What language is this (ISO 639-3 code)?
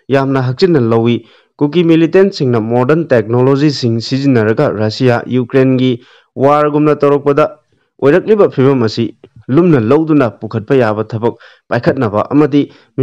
mni